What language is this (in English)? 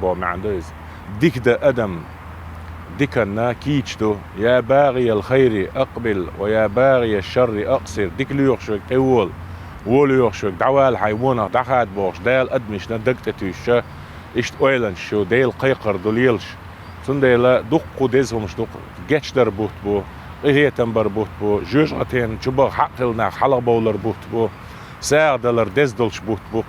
Chechen